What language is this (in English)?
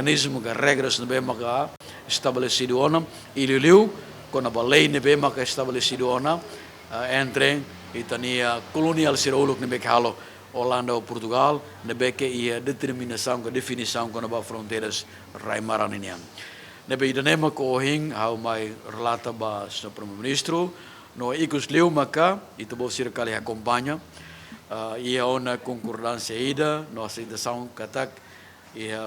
Tetum